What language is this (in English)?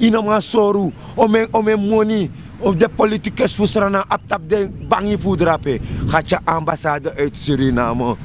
Sranan Tongo